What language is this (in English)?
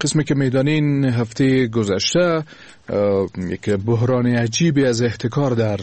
Persian